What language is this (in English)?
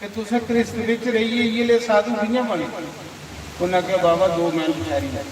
Dogri